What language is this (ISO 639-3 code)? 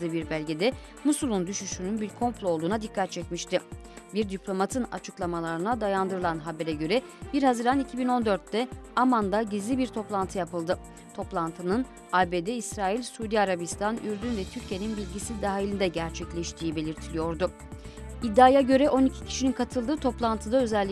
tur